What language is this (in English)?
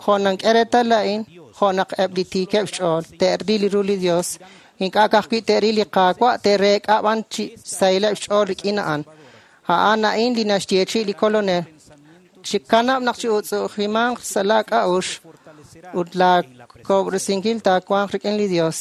Kekchí